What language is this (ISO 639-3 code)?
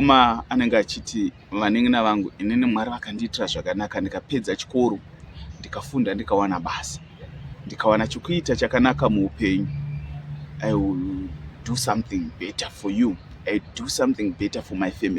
sna